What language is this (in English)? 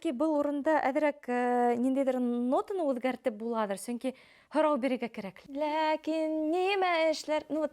Bashkir